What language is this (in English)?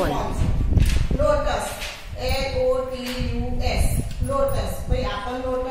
Gujarati